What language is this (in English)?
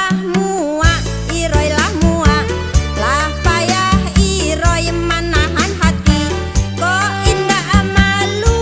Minangkabau